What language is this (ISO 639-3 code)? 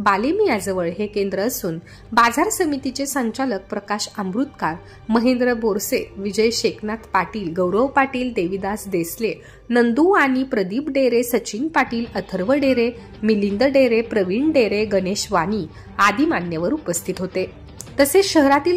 mar